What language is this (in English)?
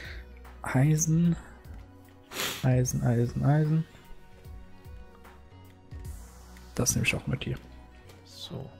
German